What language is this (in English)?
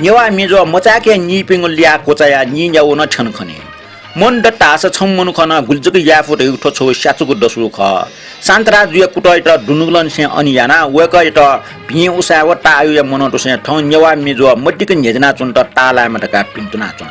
Newari